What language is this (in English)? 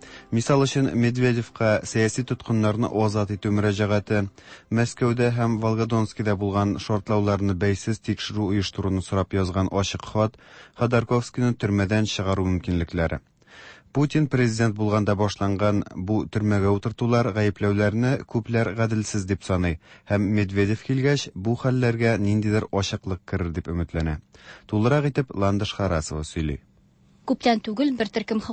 Tatar